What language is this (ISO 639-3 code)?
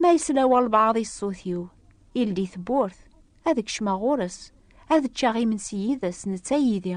kab